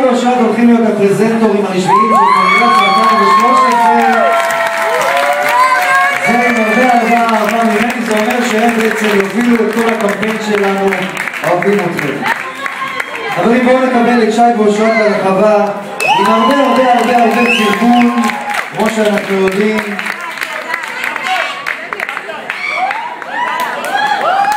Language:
Hebrew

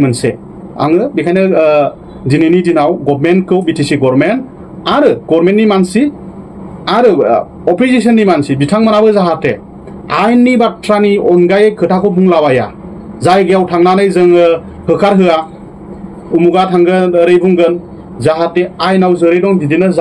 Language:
Bodo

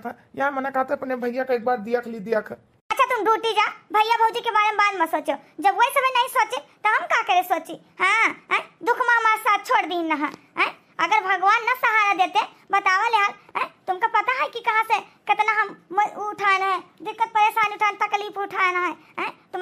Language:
Awadhi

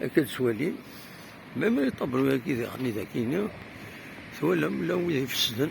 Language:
Kabyle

